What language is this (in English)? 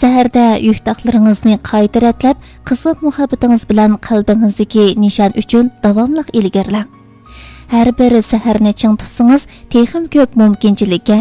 Uyghur